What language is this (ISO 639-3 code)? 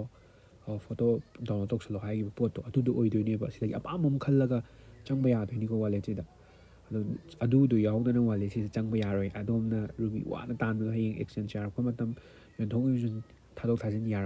mni